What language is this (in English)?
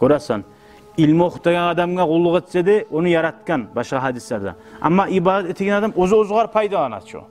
Kumyk